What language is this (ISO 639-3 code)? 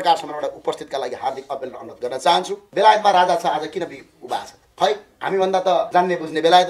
nep